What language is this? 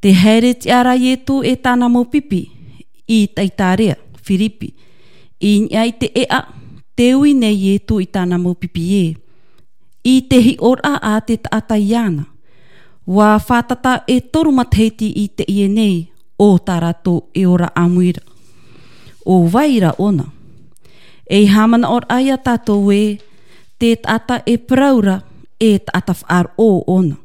Tahitian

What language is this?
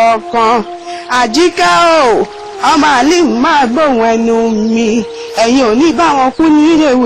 Yoruba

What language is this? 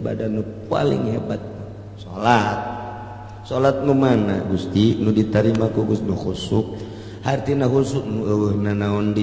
Sundanese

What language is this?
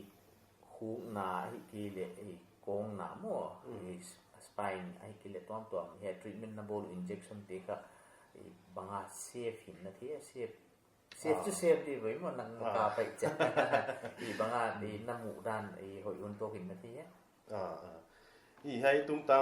Paite Chin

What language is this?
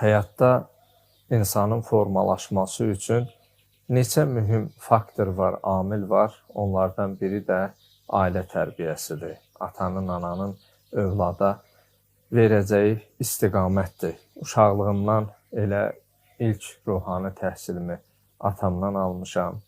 Azerbaijani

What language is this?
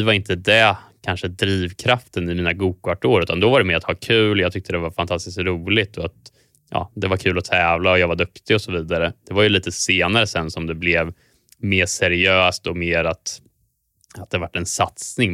Swedish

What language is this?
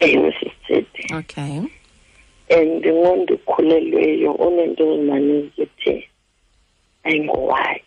Xhosa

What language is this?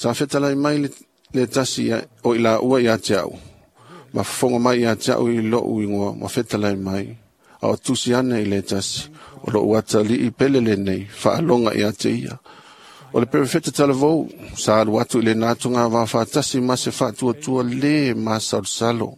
Samoan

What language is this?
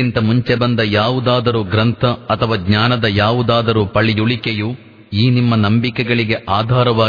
Kannada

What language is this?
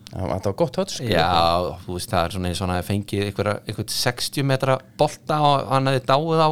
Icelandic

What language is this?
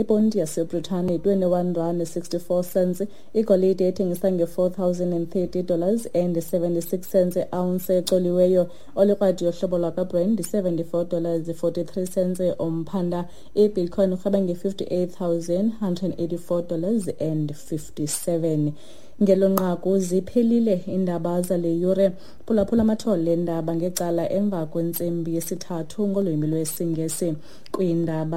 Xhosa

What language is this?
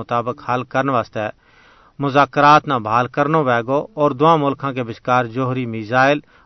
Gujari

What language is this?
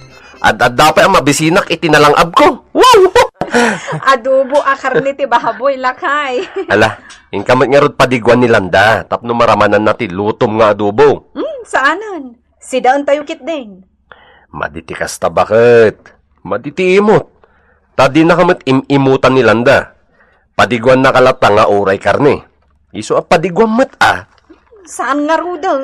Iloko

